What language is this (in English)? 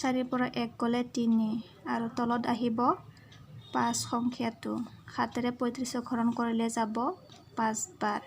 Assamese